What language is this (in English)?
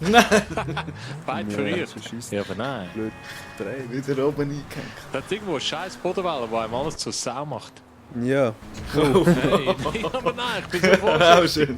Swiss German